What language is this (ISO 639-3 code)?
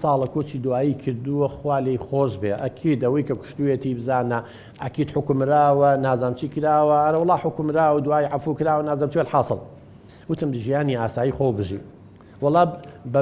ckb